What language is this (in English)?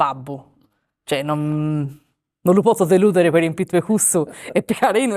Sardinian